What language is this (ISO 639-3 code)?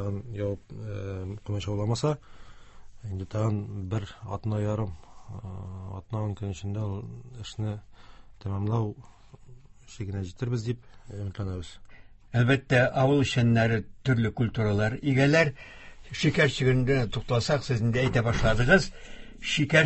tat